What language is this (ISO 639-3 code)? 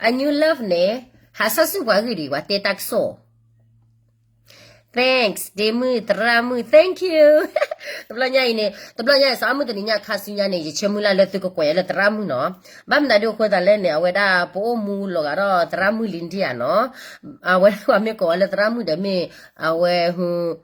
ksw